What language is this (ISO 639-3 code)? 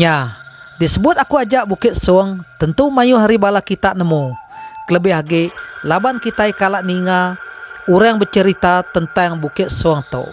iba